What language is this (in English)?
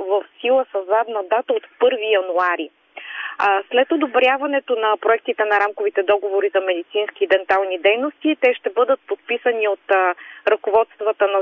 Bulgarian